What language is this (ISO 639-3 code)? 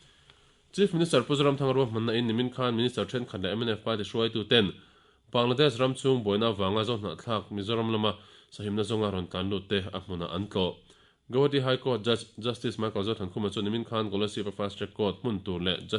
lus